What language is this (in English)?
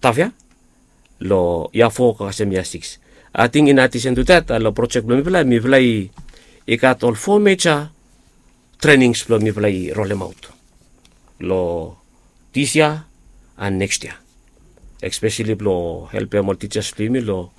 Bislama